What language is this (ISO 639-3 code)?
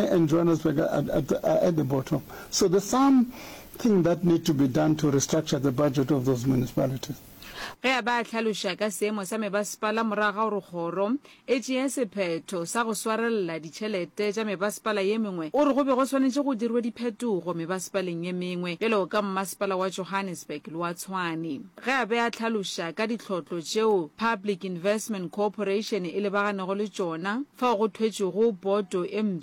nso